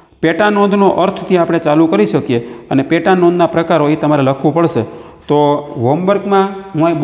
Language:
Gujarati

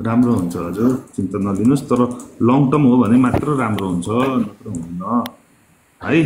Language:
Nepali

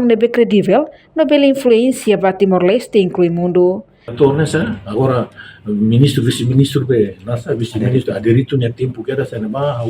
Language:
Tetum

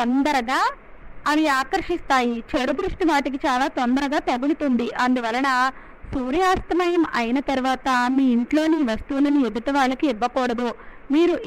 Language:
Telugu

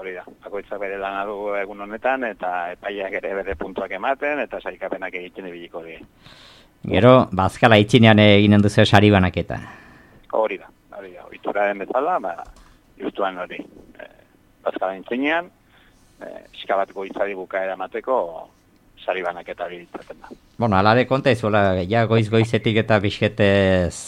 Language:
Basque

